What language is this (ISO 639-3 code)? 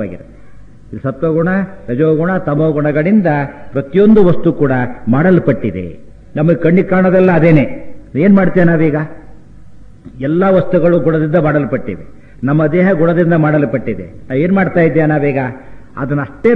kan